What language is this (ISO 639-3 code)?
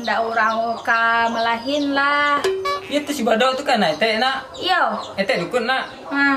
min